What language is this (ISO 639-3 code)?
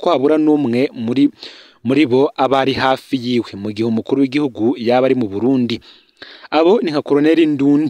run